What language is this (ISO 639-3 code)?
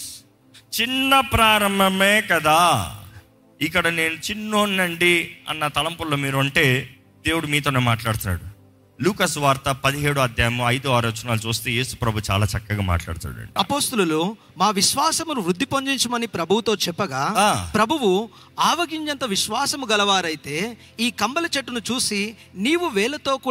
tel